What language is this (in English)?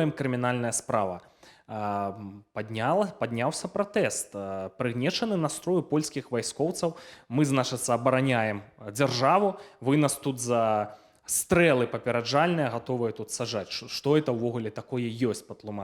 Belarusian